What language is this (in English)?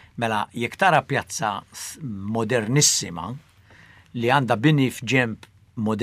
Maltese